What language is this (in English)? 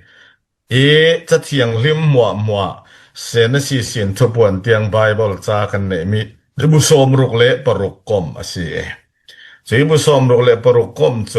Falam Chin